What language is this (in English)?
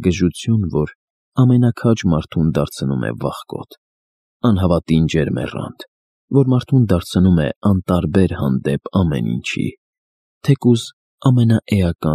Armenian